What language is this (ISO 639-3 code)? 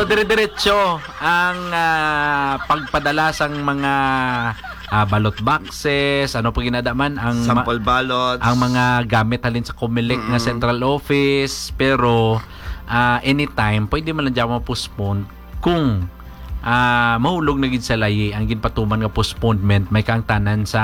hil